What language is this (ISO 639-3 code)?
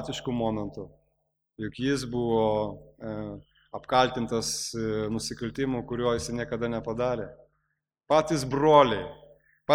lit